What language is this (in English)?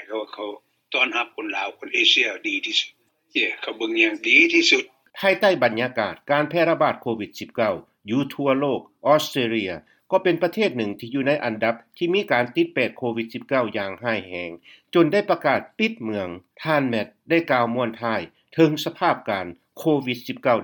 Lao